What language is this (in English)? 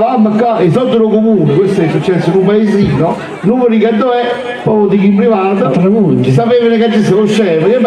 Neapolitan